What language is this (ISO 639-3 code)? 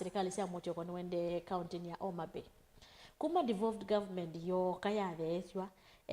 kam